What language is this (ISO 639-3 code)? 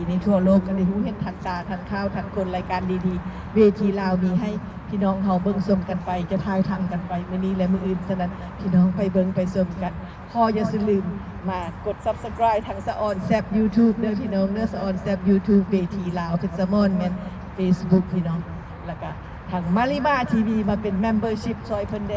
lao